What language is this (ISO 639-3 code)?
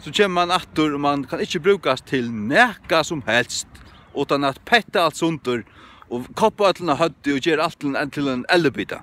fao